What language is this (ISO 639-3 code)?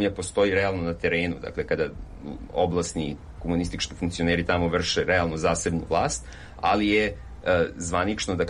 srp